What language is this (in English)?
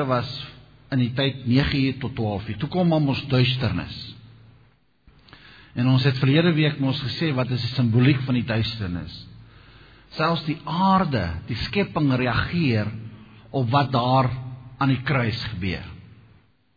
Afrikaans